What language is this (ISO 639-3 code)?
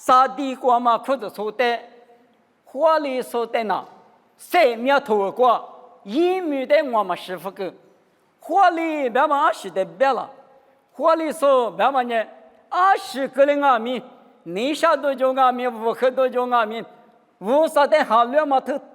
lis